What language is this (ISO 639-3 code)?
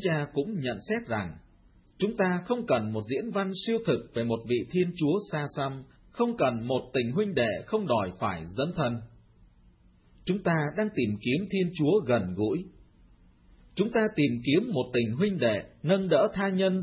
vie